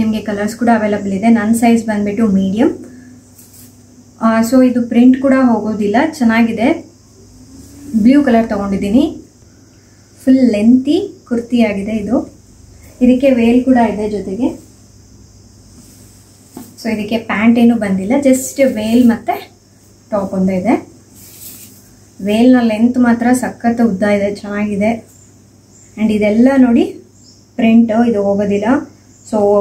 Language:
Kannada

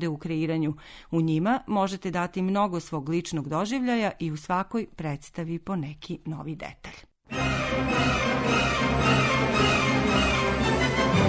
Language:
Serbian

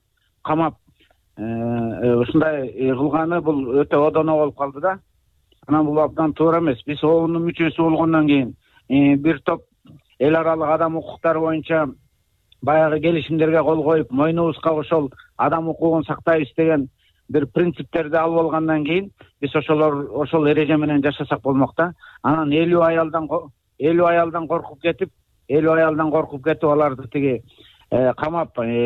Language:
Kyrgyz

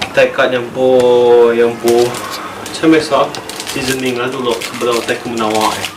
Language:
Iban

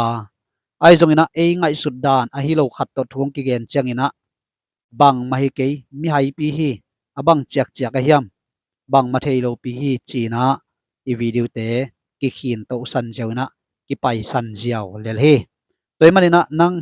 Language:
Tedim Chin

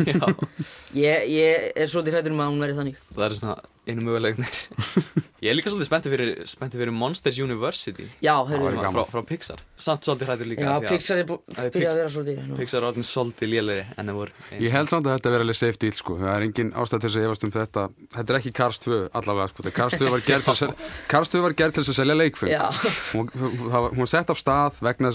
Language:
Icelandic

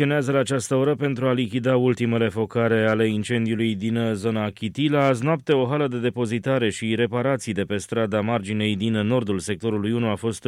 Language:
Romanian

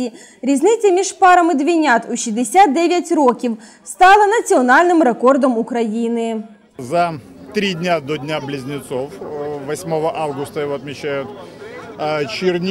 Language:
Ukrainian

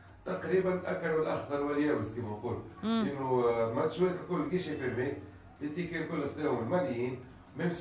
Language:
Tunisian Arabic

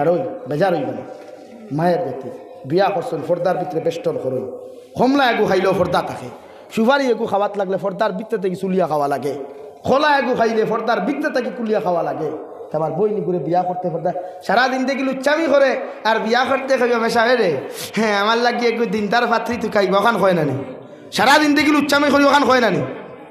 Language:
Sylheti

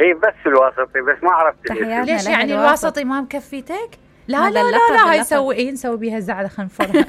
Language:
Mesopotamian Arabic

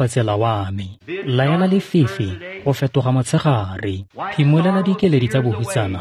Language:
Tswana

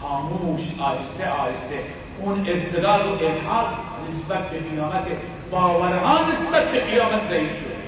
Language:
Persian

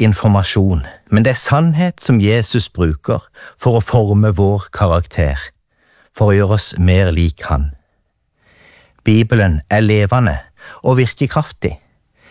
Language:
Norwegian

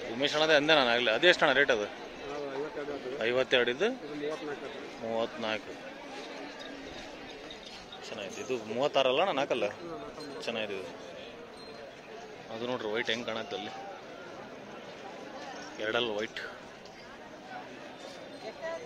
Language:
Kannada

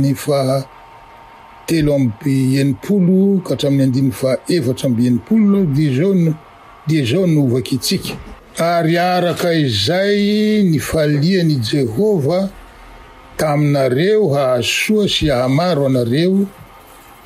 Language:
Malagasy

